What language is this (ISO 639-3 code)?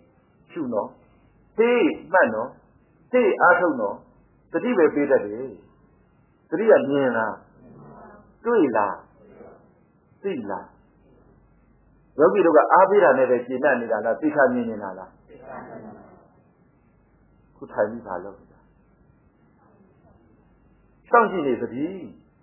mya